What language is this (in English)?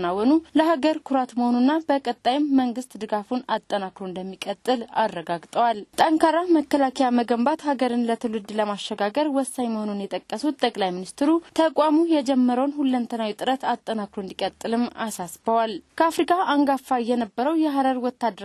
Amharic